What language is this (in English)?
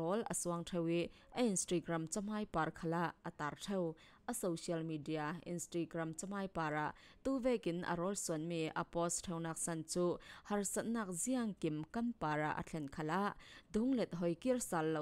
Falam Chin